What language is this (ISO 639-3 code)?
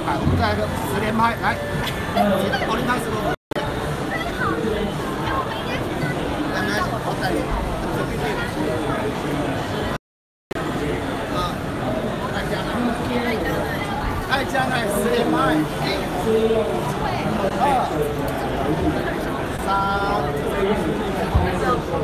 zho